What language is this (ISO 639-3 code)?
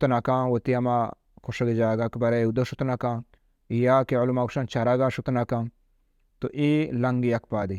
bal